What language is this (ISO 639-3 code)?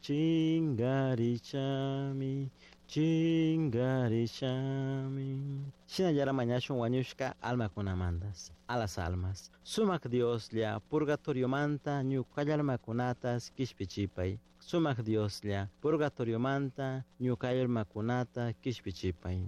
qug